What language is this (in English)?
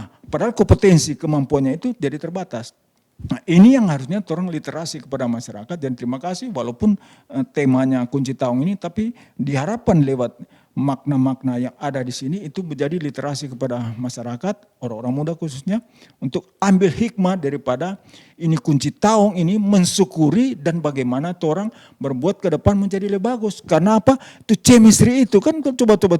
Manado Malay